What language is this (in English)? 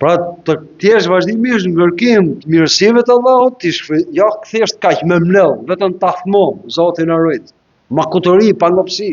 Albanian